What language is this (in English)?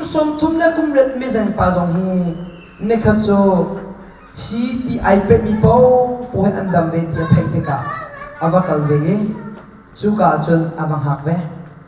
Hakha Chin